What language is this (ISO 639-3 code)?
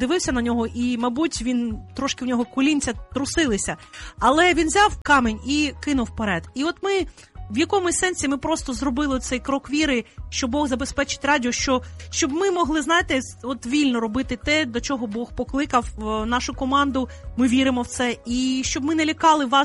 ukr